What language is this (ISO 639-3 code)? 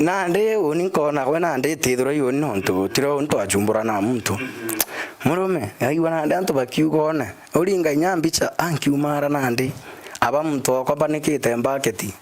mer